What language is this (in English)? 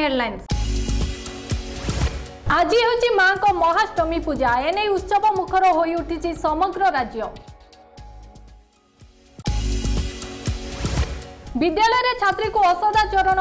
Odia